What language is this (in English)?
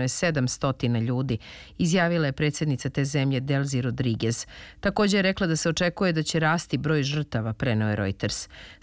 Serbian